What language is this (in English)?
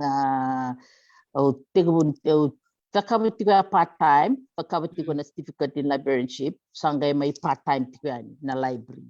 Fijian